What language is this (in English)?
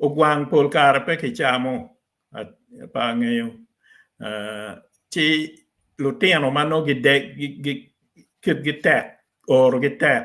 Acoli